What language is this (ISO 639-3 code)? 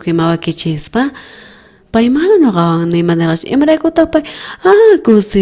quh